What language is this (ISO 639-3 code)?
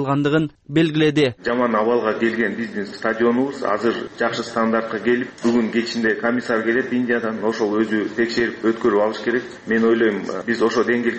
kir